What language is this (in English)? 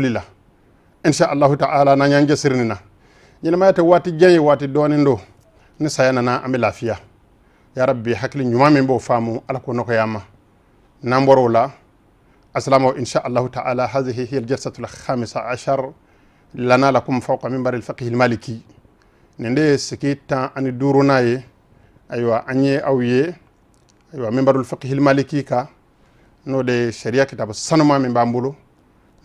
Bambara